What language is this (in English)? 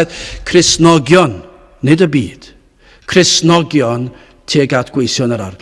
Welsh